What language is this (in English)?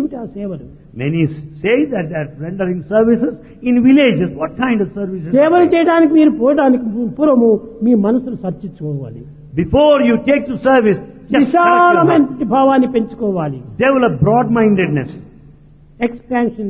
Telugu